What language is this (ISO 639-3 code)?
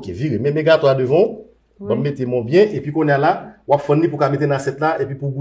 hat